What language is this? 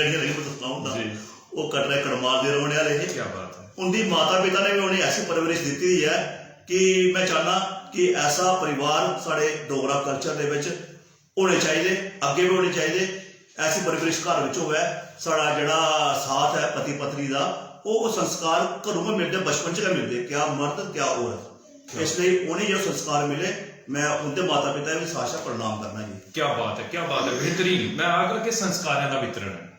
Dogri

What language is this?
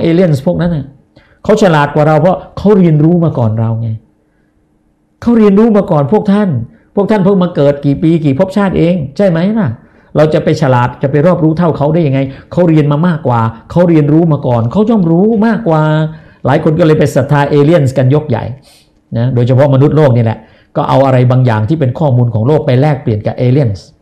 Thai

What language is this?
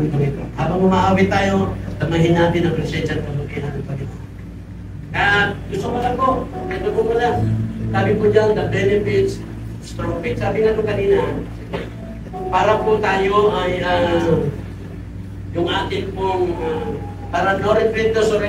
Filipino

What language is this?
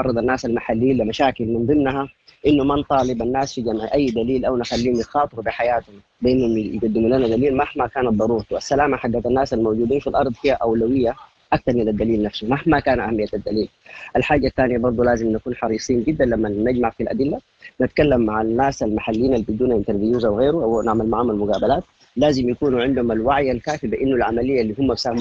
Sudanese Arabic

